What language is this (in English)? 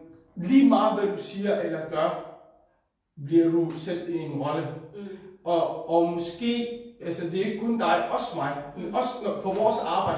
Danish